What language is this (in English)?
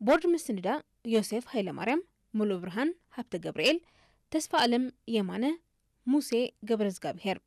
Tigrinya